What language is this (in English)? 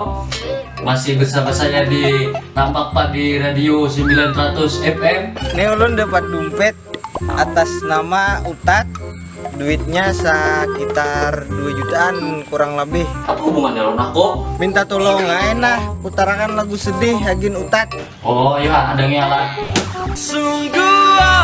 Banjar